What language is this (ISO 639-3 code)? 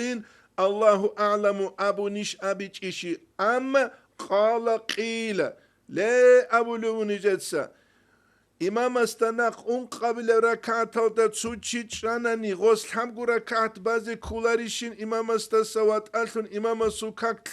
ava